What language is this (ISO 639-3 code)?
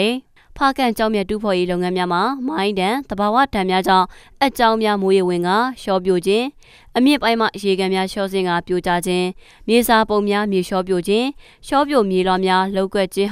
mya